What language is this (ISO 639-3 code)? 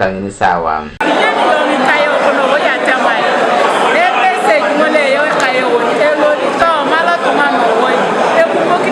teo